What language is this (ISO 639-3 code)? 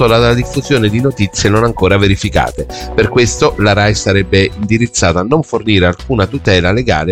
ita